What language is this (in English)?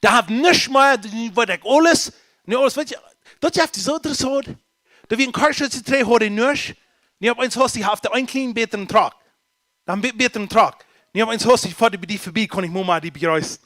Plautdietsch